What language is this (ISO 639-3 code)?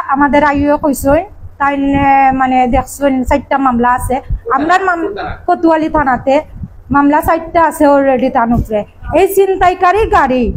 syl